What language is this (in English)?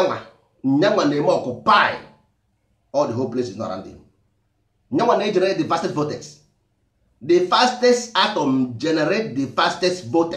Igbo